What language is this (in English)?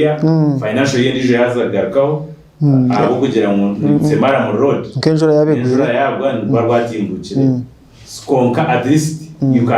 Nyankole